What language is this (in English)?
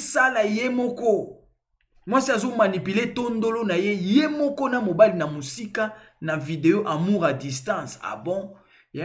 Lingala